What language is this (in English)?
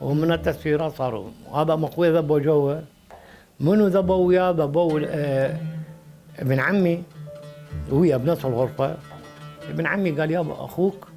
Mesopotamian Arabic